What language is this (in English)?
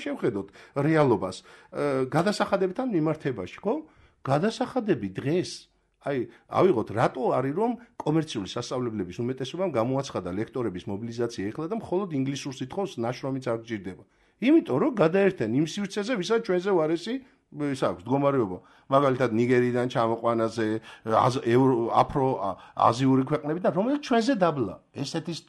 Georgian